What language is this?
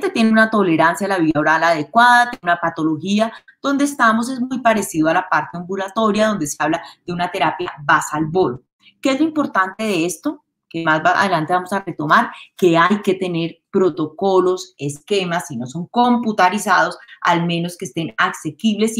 Spanish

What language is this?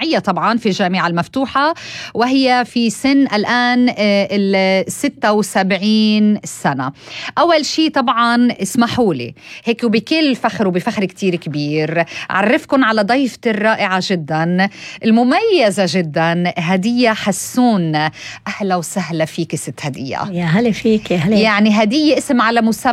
North Levantine Arabic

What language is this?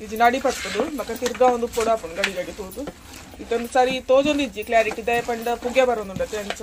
Tulu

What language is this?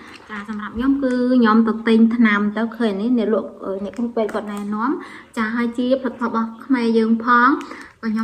Khmer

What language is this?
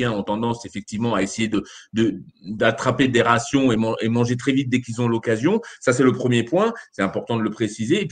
French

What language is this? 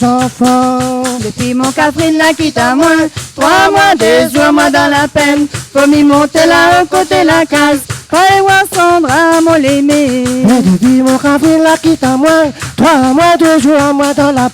Réunion Creole French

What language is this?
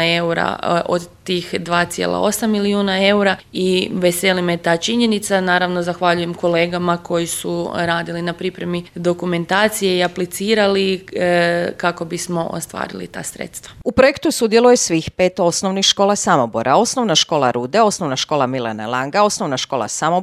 Croatian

